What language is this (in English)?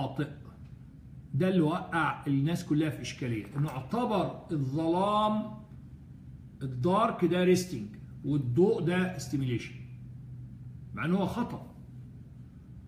Egyptian Arabic